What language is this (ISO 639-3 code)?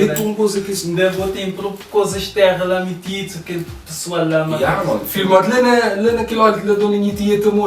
kea